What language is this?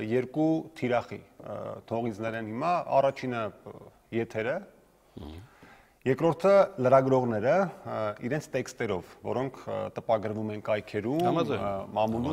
Armenian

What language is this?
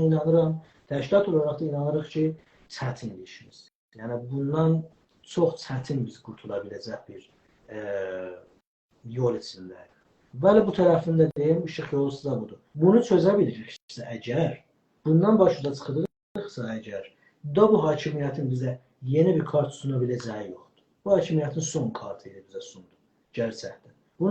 South Azerbaijani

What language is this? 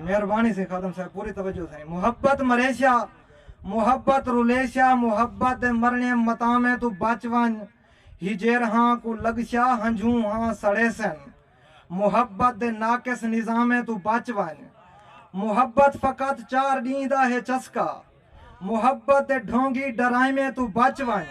Saraiki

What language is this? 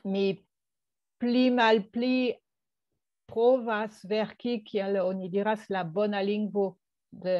Esperanto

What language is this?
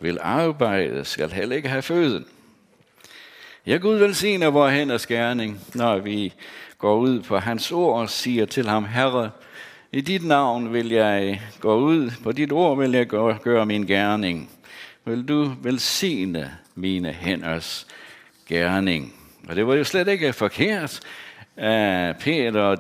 Danish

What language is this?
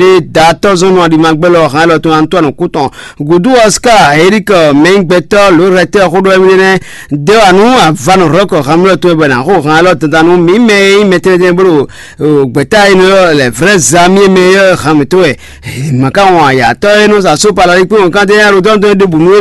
Fon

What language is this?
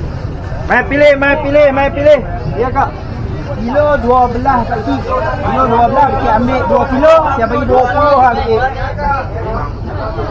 Malay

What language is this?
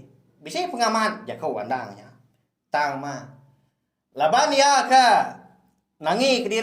Iban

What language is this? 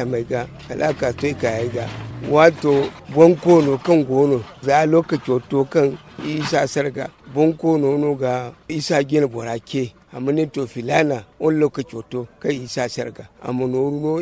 Zarma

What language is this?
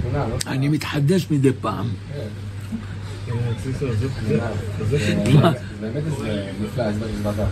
Hebrew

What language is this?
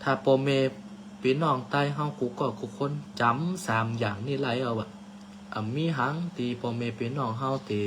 Shan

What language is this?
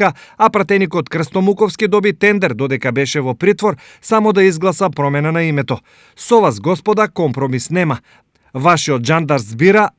Macedonian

